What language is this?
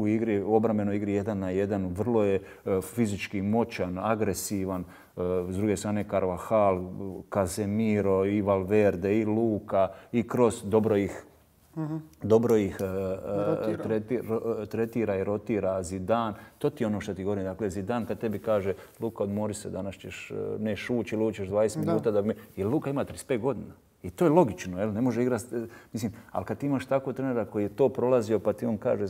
Croatian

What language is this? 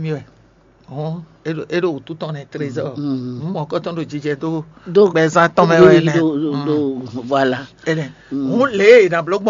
Fon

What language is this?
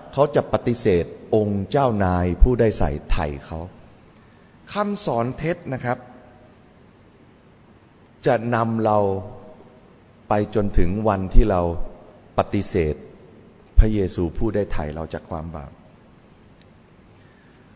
Thai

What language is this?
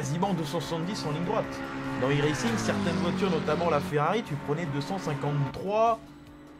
French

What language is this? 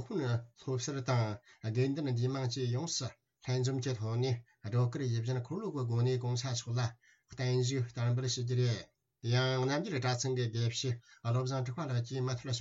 Tibetan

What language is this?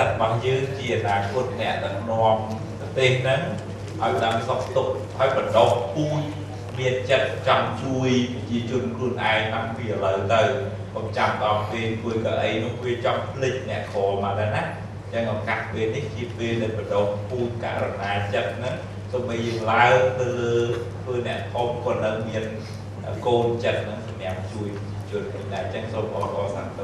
Khmer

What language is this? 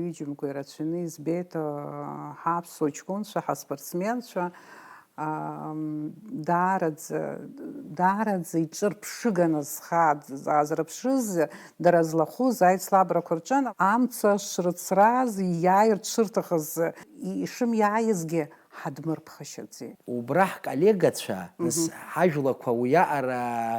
Abkhazian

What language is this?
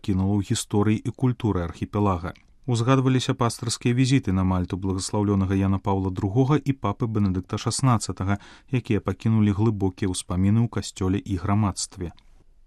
Belarusian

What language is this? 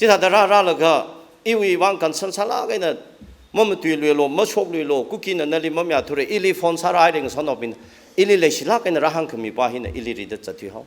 Tangkhul Naga (India)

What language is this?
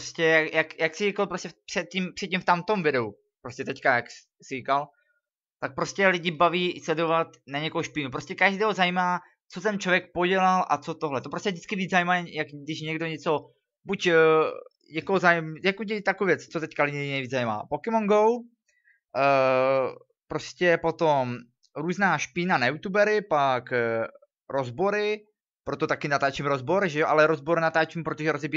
Czech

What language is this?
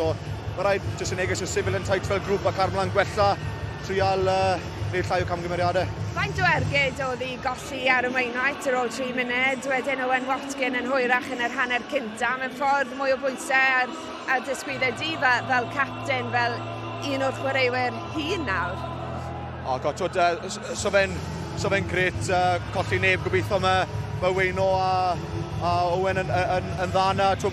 Welsh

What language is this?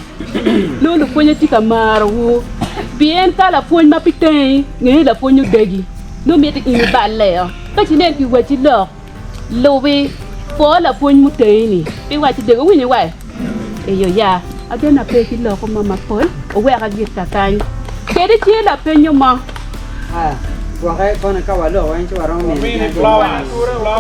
Acoli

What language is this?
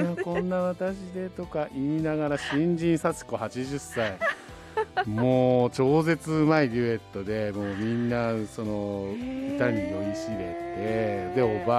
Japanese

